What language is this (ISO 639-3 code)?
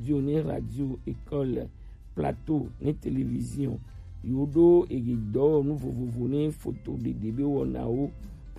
gej